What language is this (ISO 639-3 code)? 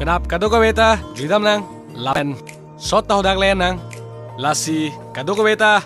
mjw